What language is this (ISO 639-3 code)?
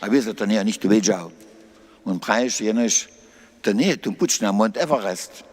hsb